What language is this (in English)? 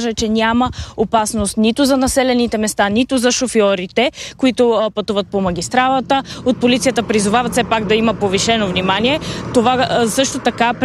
Bulgarian